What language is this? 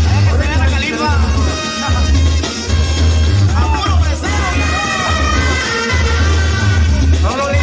Spanish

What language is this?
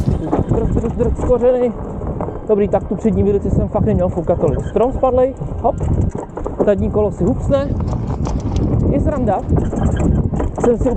Czech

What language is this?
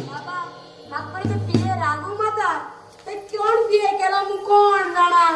Konkani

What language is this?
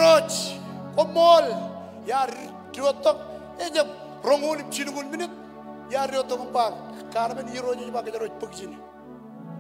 Marshallese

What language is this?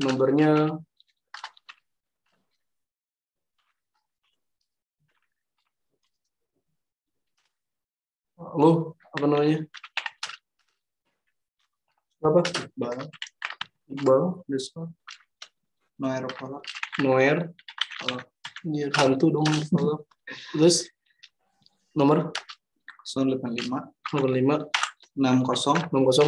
Indonesian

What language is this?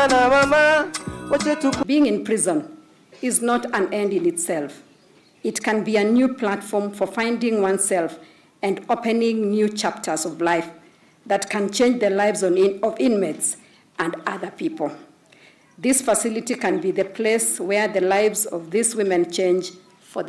Kamba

